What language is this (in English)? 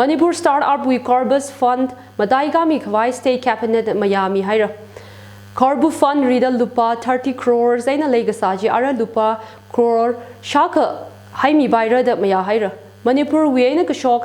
Tangkhul Naga (India)